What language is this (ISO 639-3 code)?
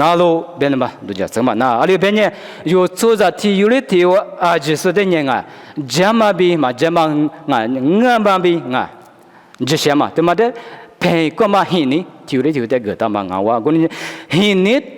lis